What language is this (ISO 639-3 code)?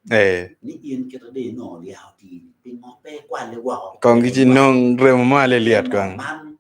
ach